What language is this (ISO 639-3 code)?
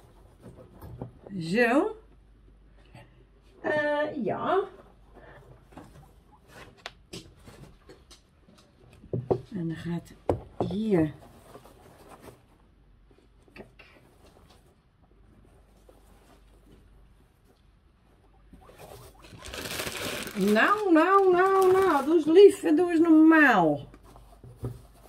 nld